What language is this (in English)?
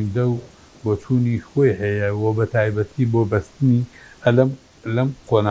Central Kurdish